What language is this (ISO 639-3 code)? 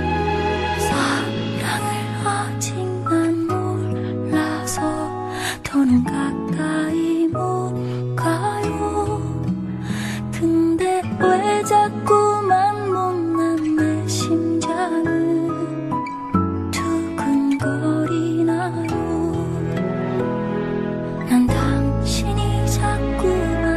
kor